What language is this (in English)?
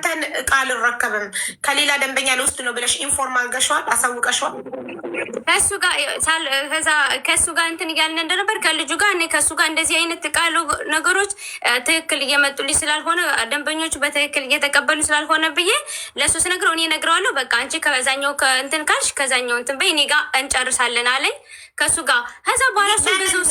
Amharic